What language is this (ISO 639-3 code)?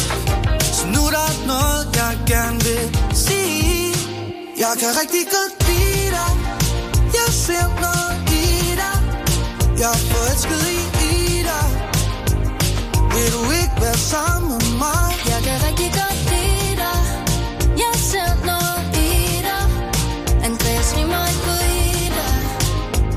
dan